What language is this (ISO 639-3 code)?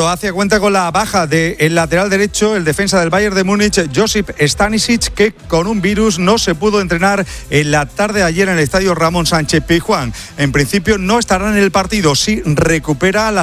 spa